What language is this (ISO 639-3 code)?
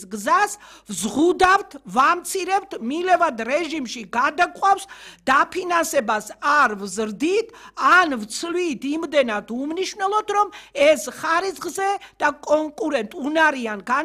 kat